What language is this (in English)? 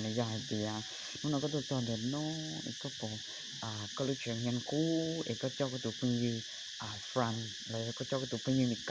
Hmong